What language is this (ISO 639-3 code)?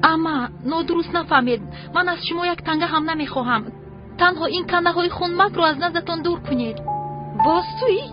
tgk